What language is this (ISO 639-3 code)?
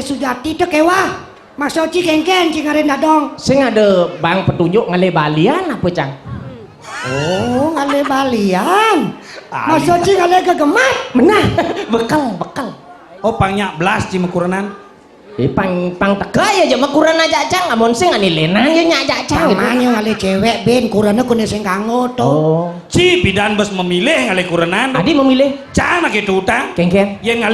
ban